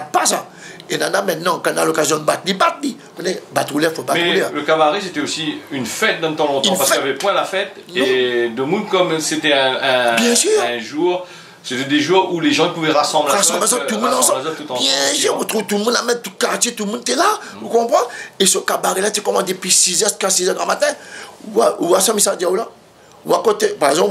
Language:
Réunion Creole French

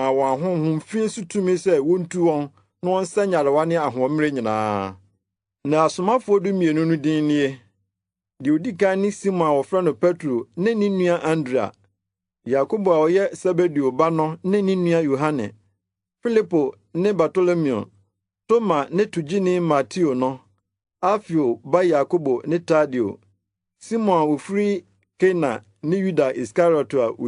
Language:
Akan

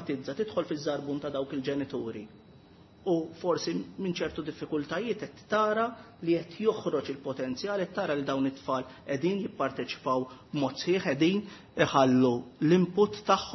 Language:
Maltese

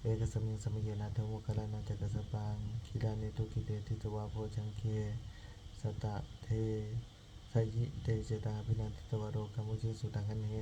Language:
Pali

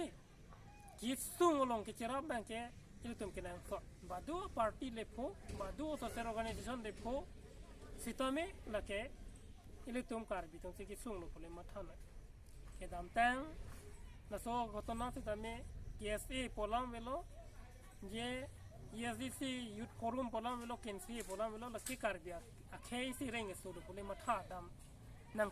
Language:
Karbi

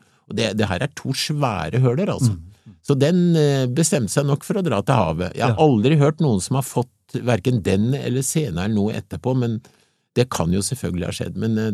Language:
Norwegian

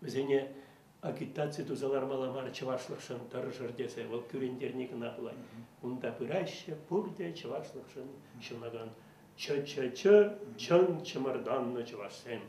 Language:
Chuvash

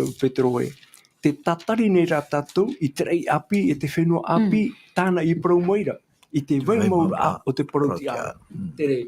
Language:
Tahitian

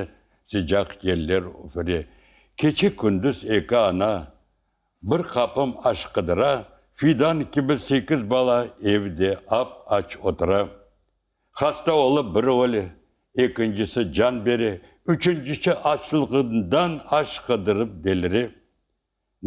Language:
Crimean Tatar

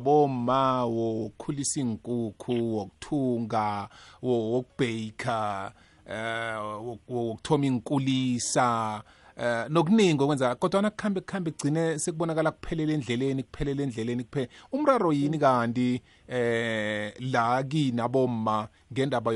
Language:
South Ndebele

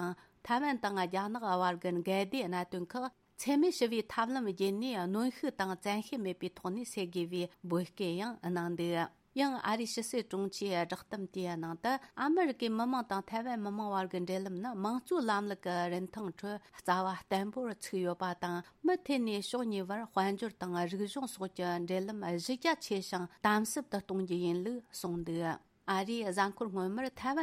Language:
Tibetan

